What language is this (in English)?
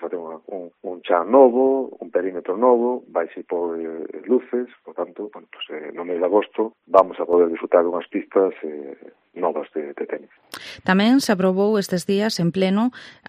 Galician